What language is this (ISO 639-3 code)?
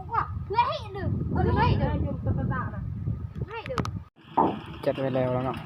lao